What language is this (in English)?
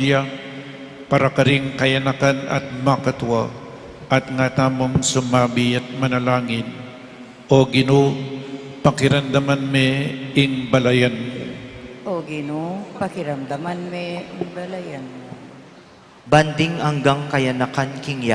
Pampanga